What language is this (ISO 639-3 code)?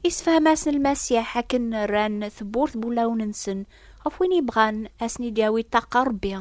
kab